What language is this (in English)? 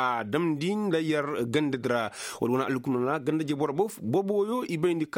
Koyraboro Senni